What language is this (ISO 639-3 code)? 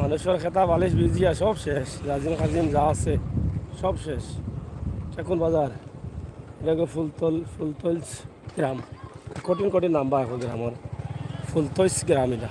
syl